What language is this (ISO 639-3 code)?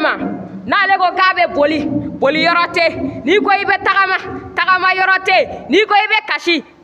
bam